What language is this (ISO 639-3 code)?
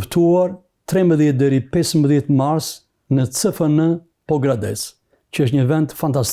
sqi